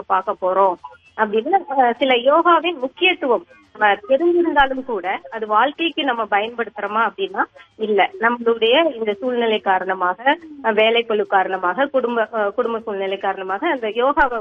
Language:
Tamil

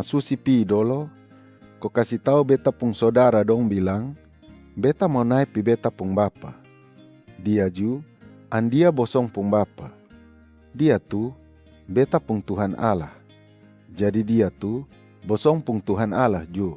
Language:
Kupang Malay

